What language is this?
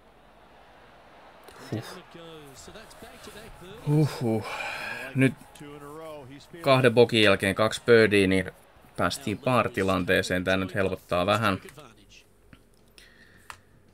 Finnish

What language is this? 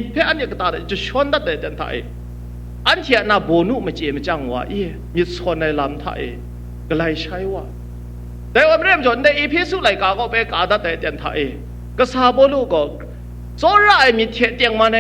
Kachin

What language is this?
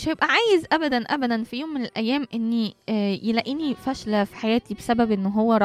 Egyptian Arabic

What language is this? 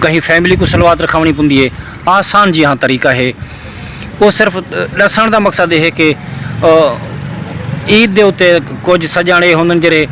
Saraiki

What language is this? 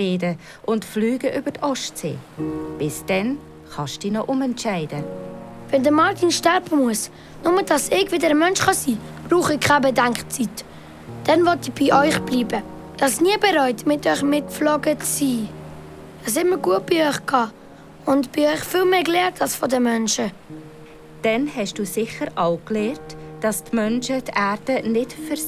Swiss German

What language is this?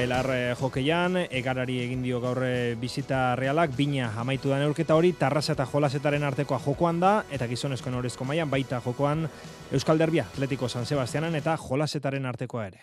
Basque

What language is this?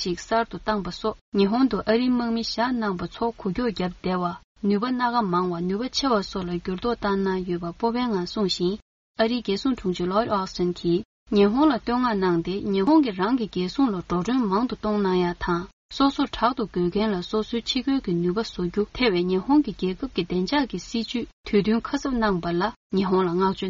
Tibetan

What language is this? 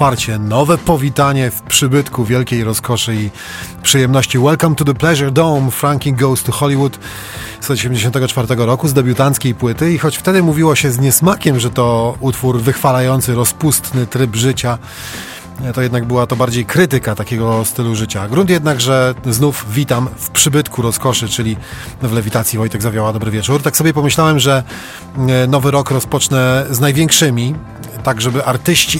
Polish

